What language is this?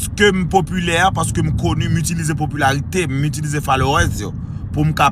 Haitian Creole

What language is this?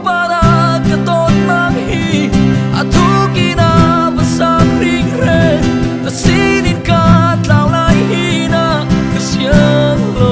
Hakha Chin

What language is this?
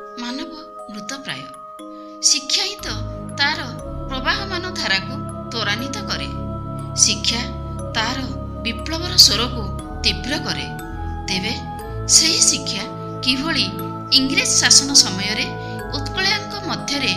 Odia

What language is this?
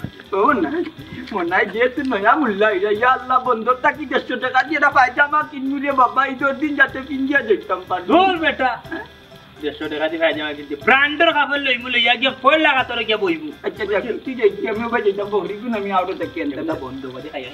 Sylheti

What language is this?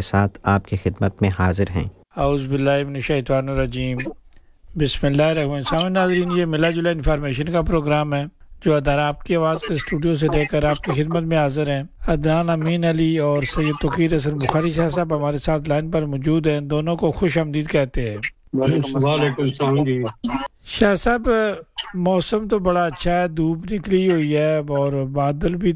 Urdu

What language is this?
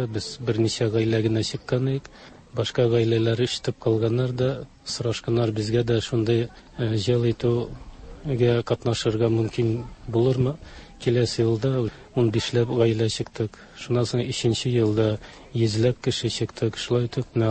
Tatar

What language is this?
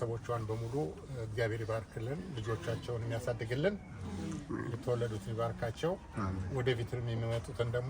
Amharic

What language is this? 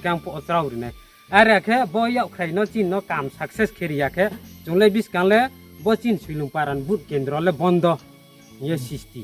Riang (India)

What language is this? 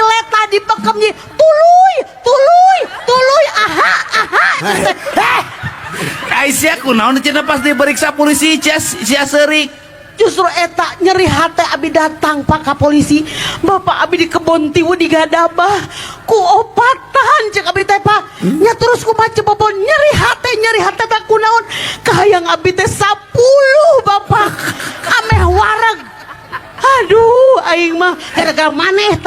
Sundanese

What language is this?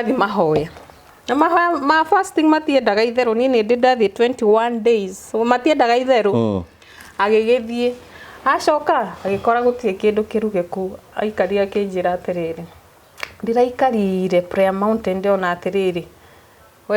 Kikuyu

